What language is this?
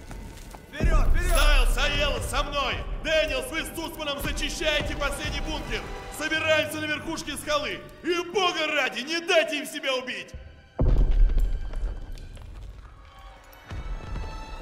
Russian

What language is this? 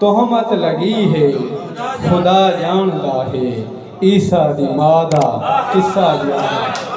Saraiki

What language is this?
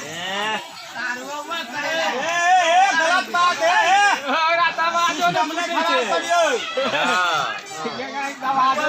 Maithili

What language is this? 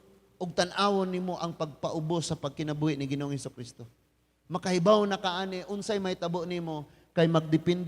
Cebuano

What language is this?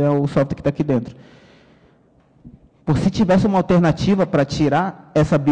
Portuguese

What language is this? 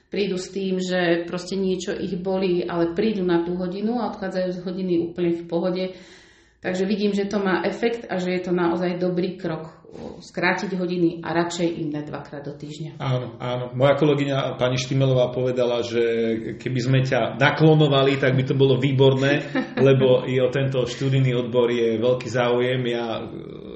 Slovak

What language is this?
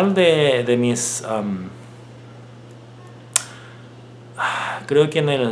Spanish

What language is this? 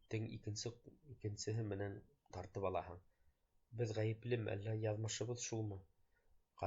Bashkir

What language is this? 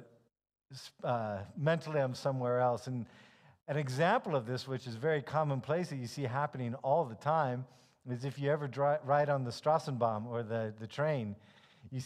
English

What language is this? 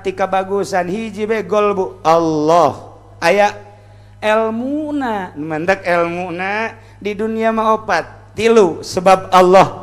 Sundanese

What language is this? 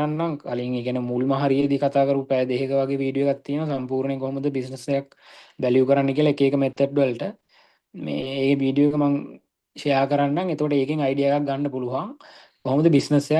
Sinhala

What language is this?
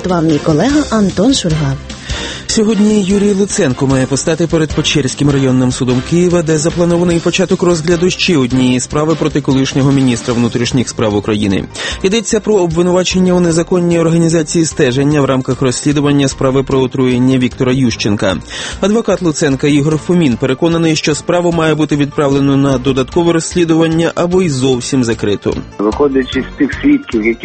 Ukrainian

